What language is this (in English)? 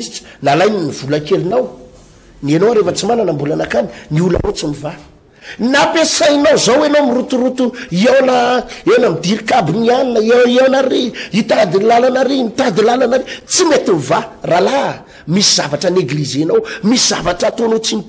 Malagasy